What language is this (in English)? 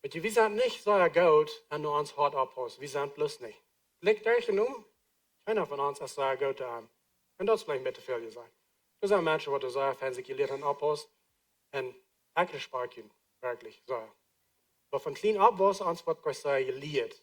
Plautdietsch